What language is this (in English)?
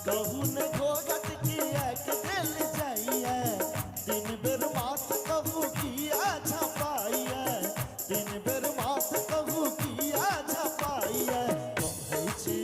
Maithili